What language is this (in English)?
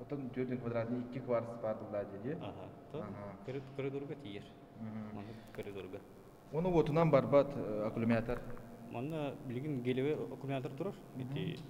Yakut